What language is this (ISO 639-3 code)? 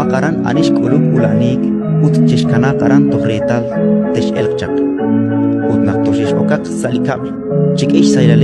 kek